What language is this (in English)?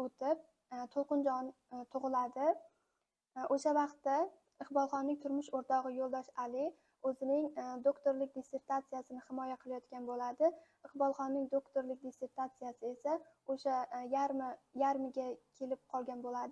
Uzbek